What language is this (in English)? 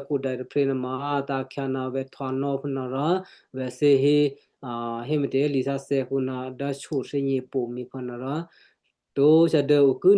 Western Kayah